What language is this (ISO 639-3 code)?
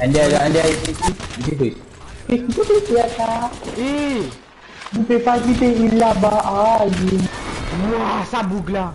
mfe